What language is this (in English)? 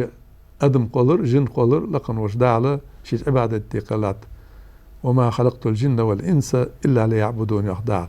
Ingush